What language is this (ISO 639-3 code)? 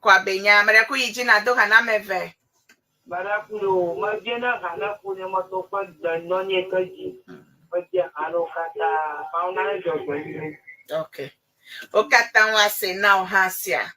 ewe